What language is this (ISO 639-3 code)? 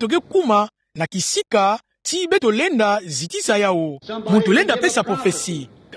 ktu